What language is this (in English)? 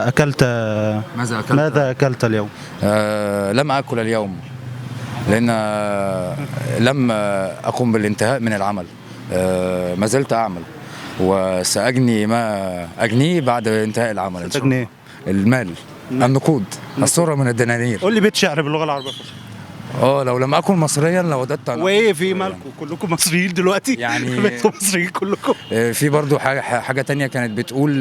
Egyptian Arabic